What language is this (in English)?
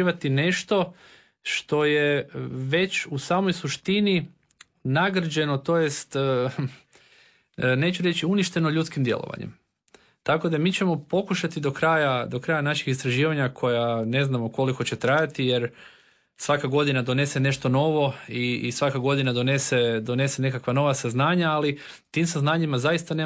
Croatian